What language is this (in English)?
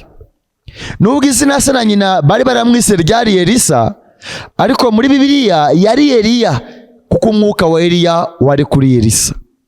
Kinyarwanda